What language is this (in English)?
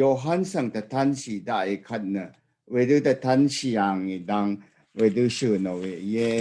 Rawang